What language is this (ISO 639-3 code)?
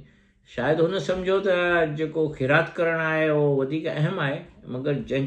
snd